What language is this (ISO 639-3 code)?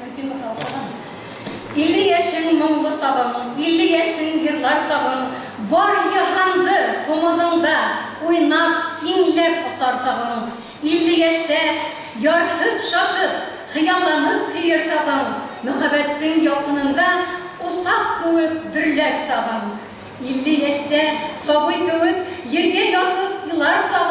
bak